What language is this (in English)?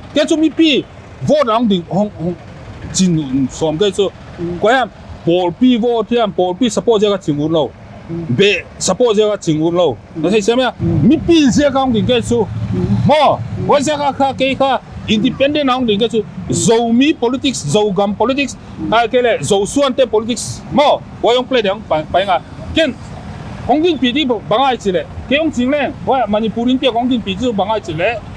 Paite Chin